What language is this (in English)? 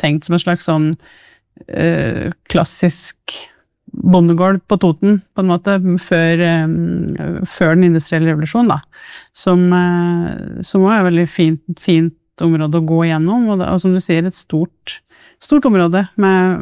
Norwegian